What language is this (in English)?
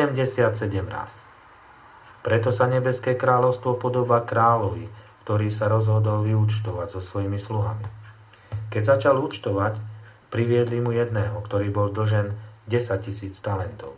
Slovak